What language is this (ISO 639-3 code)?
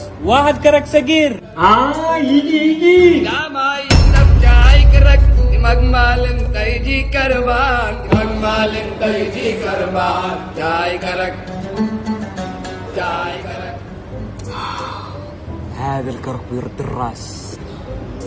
afb